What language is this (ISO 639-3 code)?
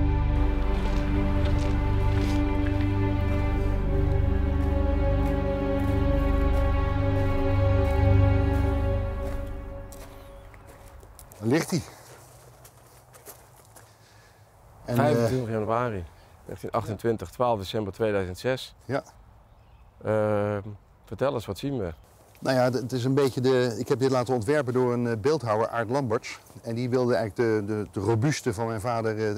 nld